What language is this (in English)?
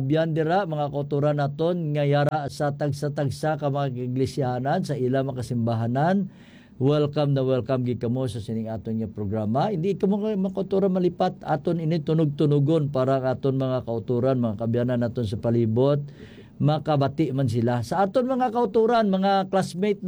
Hiligaynon